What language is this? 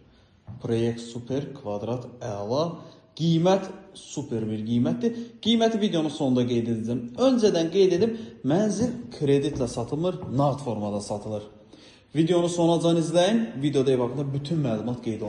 Azerbaijani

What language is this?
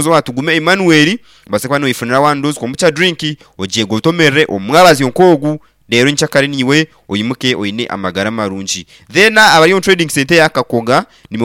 Nyankole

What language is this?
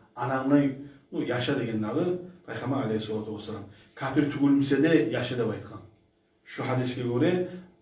Kumyk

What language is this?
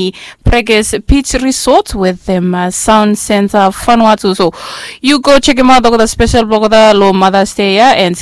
Bislama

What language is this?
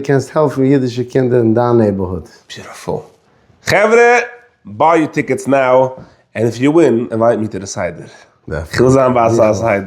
Yiddish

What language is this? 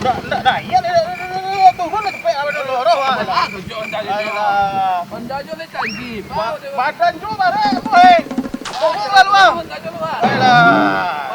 Minangkabau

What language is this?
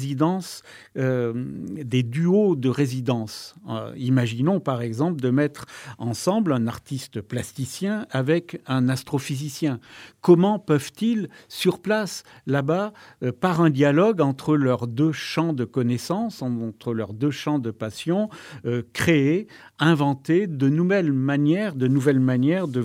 French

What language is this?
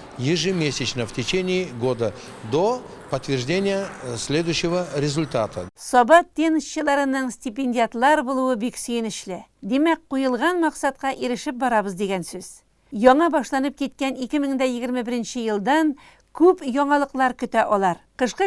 Tatar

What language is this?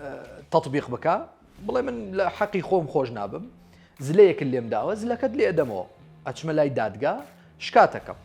Central Kurdish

